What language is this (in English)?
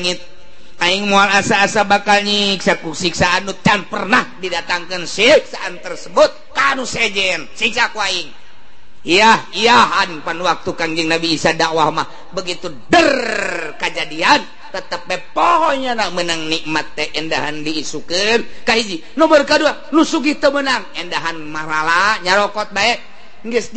Sundanese